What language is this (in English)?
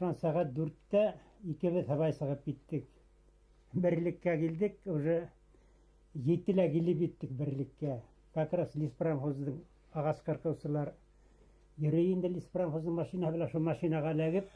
Bashkir